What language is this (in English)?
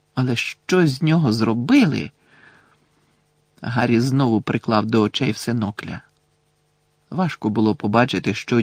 Ukrainian